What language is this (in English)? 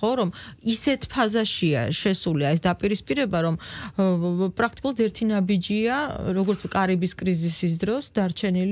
Georgian